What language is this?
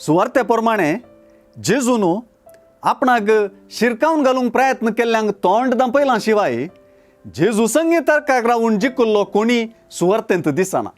Konkani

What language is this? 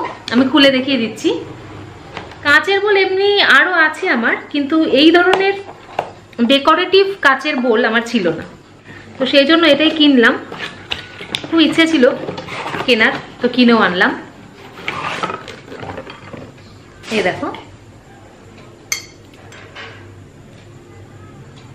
Bangla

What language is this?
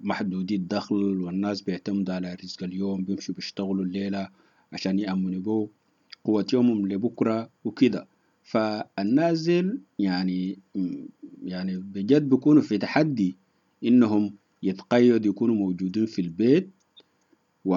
Sudanese Arabic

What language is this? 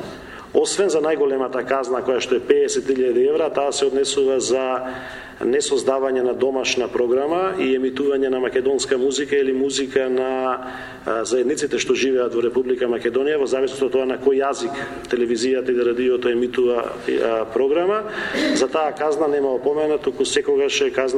Macedonian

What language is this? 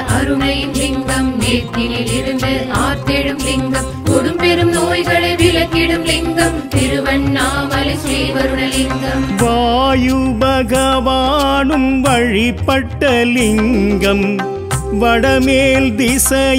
Tamil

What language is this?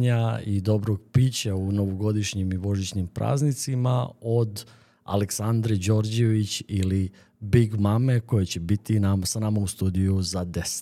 Serbian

